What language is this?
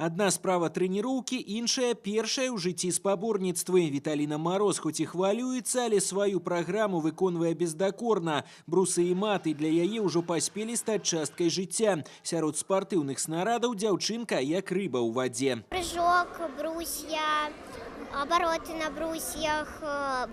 Belarusian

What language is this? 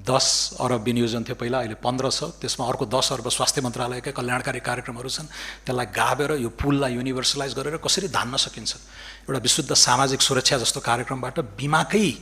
Nepali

